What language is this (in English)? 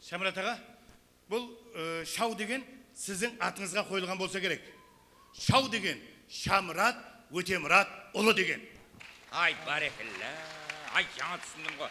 Kara-Kalpak